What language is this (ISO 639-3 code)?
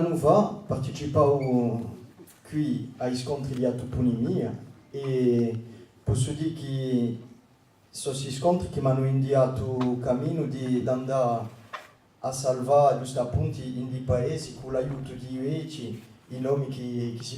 cos